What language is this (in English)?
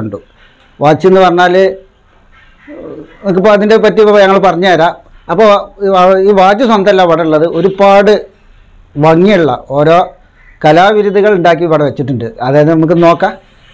Malayalam